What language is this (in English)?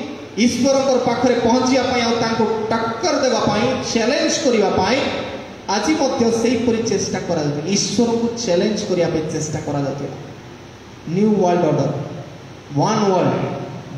Odia